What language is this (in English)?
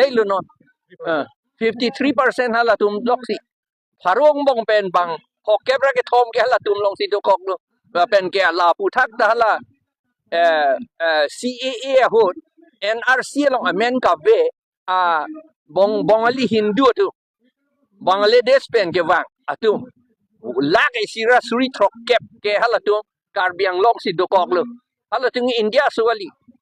Karbi